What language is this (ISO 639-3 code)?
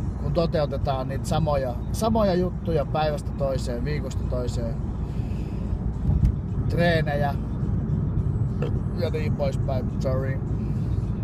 fin